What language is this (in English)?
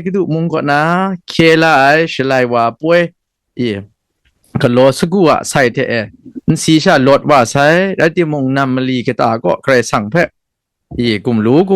Kachin